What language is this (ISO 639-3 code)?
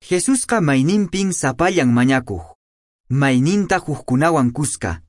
que